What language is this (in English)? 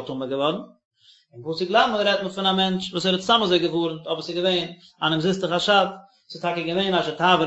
Yiddish